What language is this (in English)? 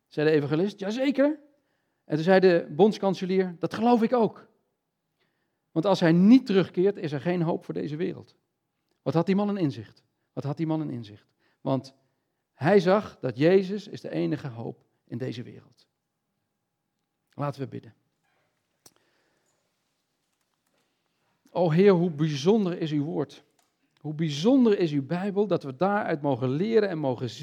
Dutch